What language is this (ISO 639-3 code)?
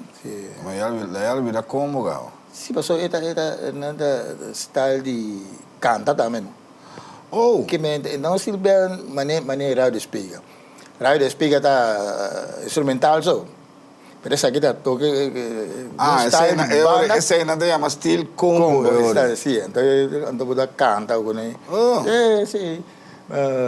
pap